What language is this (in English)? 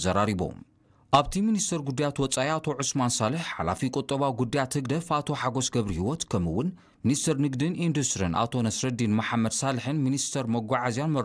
Tigrinya